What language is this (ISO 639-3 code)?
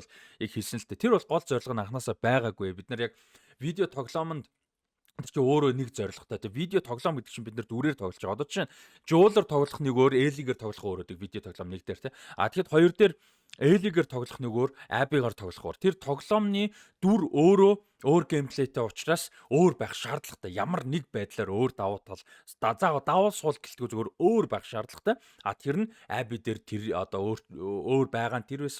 mon